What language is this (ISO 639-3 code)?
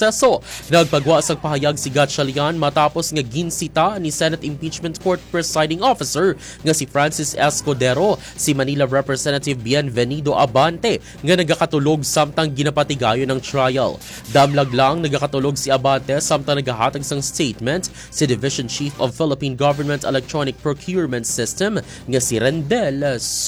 hil